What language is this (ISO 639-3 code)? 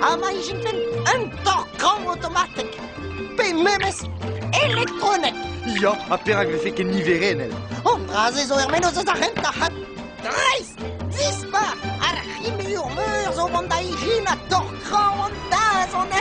bre